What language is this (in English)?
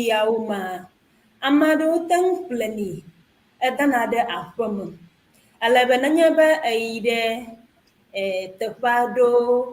Ewe